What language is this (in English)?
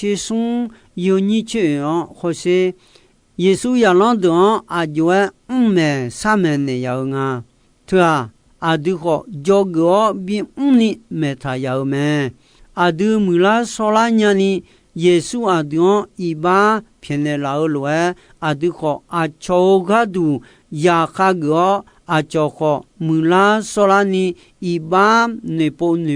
Akha